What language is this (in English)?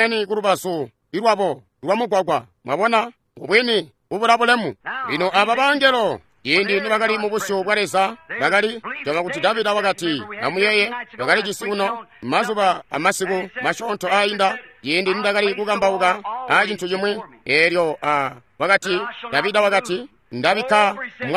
Tonga (Zambia)